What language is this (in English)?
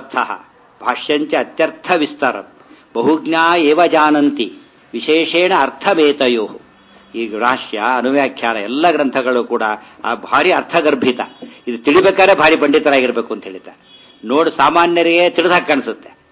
Kannada